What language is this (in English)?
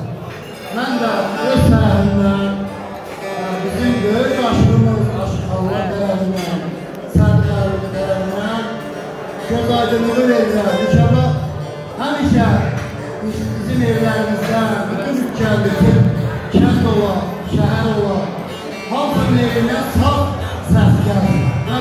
South Azerbaijani